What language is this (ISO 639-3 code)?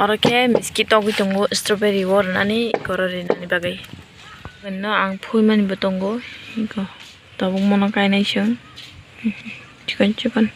trp